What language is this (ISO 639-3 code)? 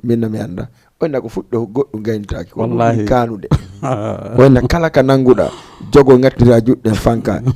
ful